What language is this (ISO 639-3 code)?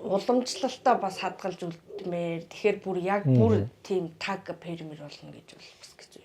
mon